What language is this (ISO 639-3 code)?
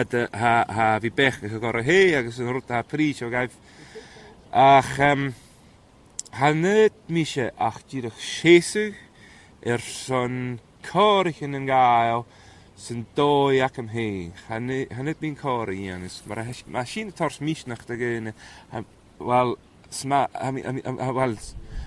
gla